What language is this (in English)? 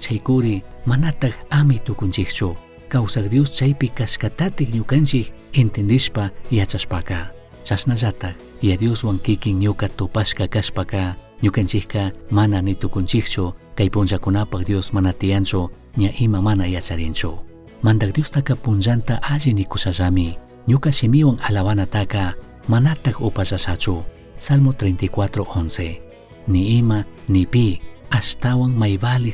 Chimborazo Highland Quichua